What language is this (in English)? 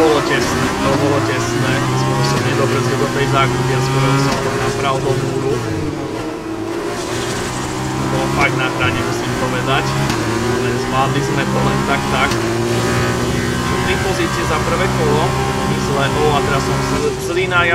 Slovak